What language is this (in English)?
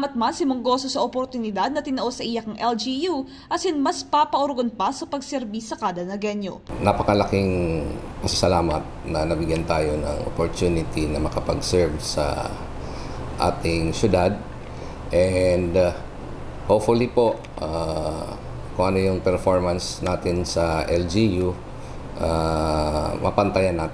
Bikol